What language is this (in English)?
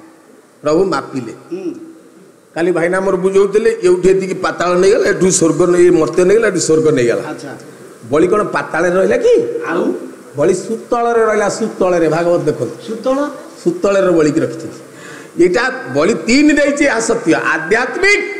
Odia